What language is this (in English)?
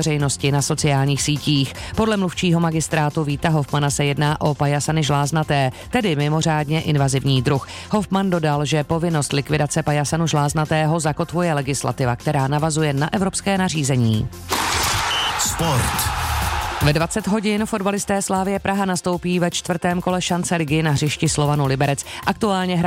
Czech